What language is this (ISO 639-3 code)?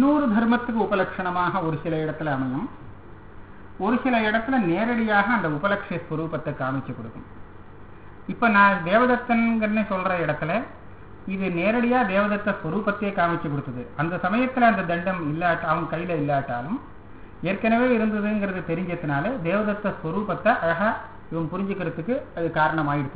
tam